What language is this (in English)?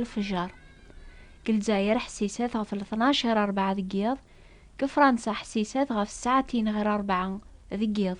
Kabyle